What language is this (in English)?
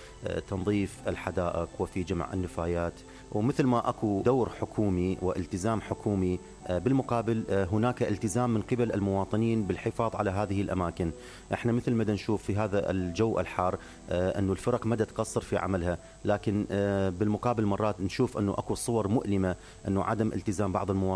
Mesopotamian Arabic